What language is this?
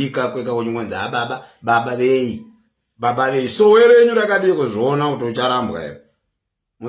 Shona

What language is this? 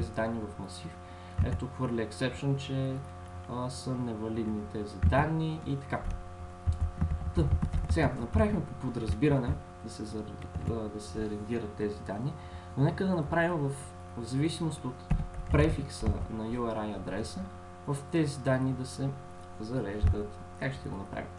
Bulgarian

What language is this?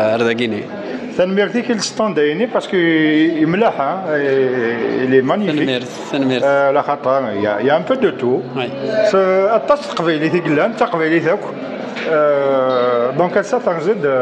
Kabyle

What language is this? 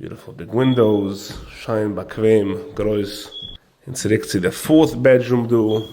Yiddish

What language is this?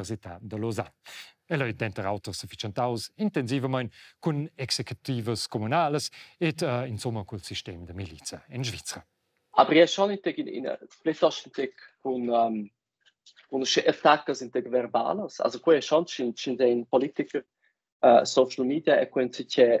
Romansh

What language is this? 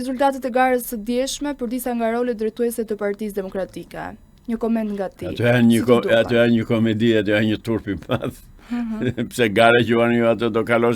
Albanian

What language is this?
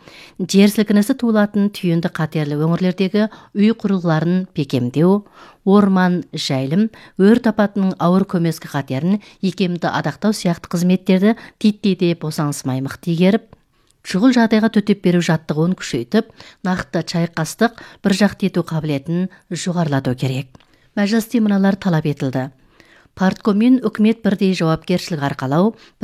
Kazakh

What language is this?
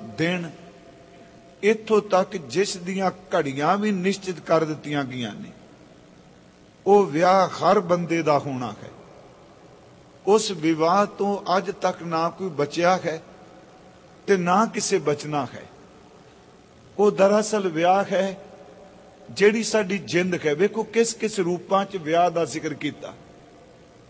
Punjabi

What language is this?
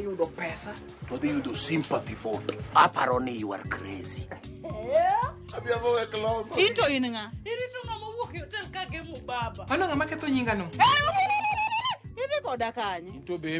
Luo (Kenya and Tanzania)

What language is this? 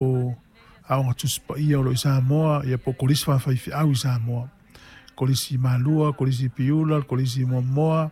Samoan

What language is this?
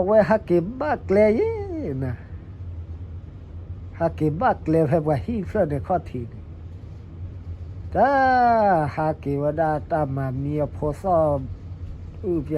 S'gaw Karen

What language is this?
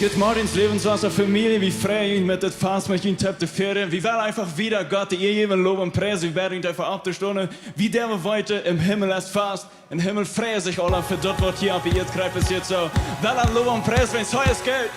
Plautdietsch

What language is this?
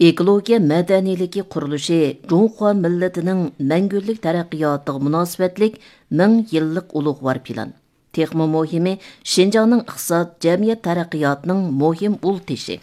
Uyghur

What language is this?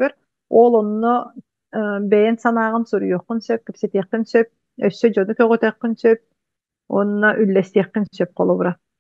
Yakut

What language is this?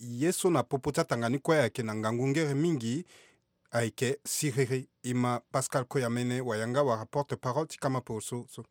Sango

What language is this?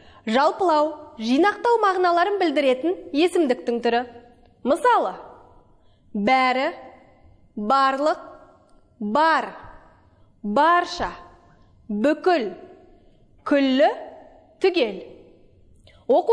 Kazakh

